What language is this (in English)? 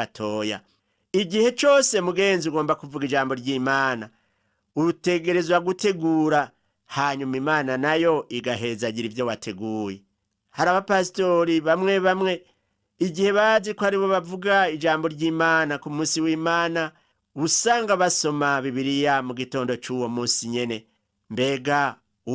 Rundi